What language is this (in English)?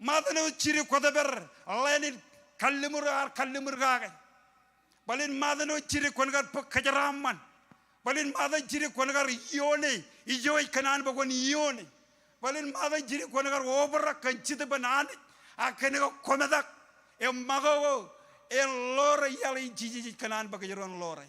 Marshallese